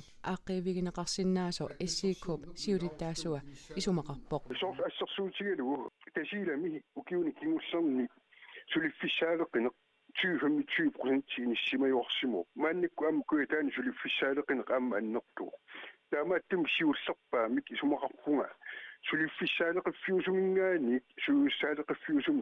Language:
Kalaallisut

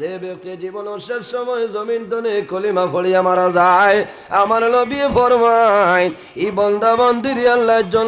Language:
Sylheti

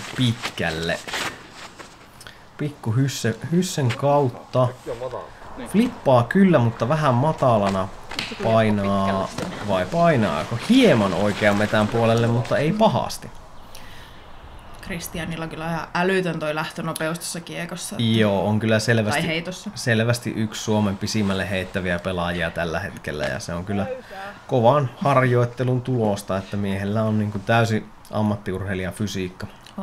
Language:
Finnish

